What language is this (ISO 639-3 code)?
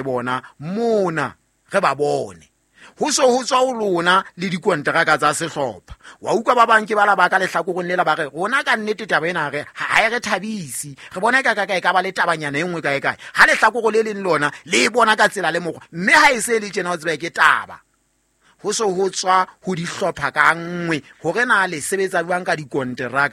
sot